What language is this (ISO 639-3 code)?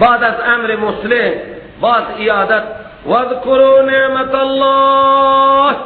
fas